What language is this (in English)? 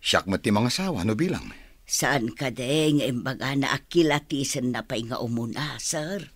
Iloko